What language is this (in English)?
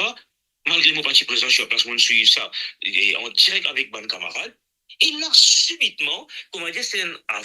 Morisyen